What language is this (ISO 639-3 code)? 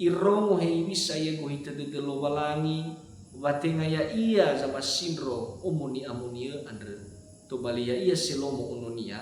nia